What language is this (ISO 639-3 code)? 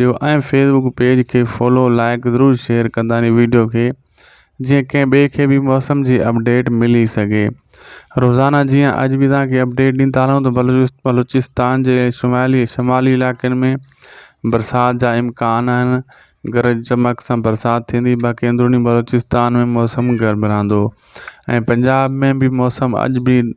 snd